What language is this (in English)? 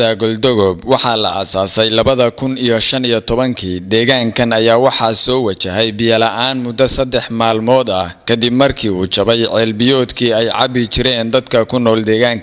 Somali